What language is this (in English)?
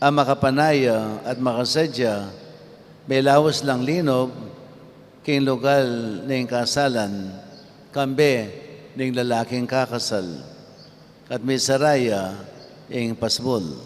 Pampanga